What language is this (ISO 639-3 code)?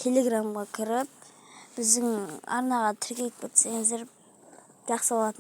kaz